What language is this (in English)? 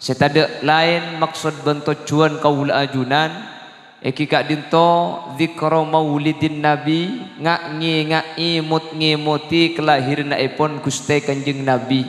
Madurese